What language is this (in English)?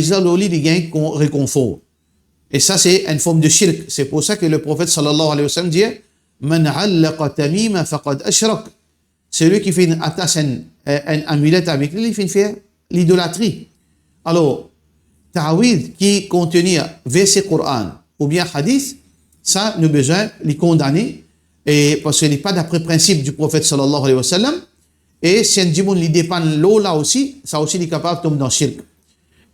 Morisyen